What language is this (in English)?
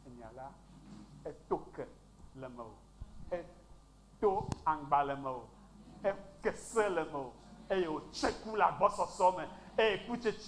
Ewe